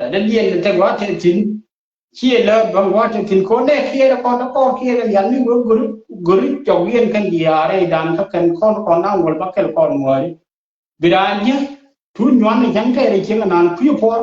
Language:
Nuer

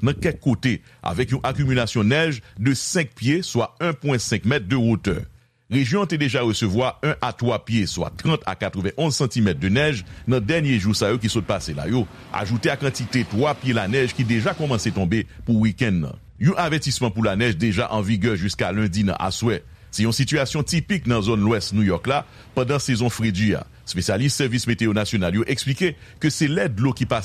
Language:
Haitian Creole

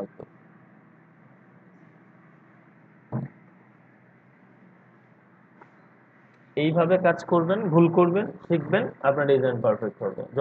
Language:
Bangla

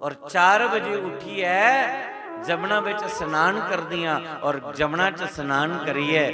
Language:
Dogri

